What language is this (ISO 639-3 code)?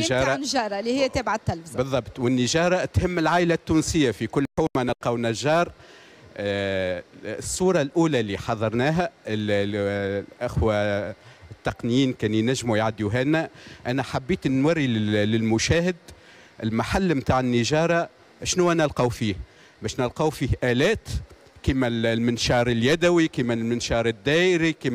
aeb